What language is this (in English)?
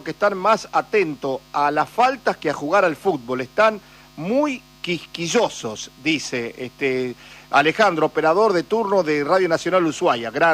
Spanish